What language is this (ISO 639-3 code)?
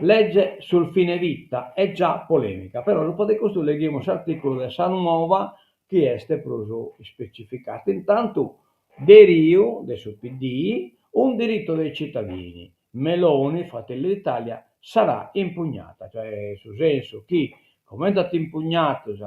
srd